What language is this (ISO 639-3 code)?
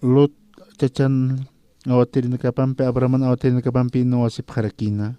aym